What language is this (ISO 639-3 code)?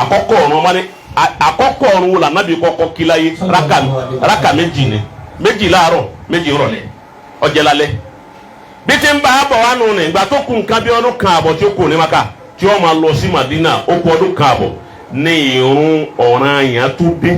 yor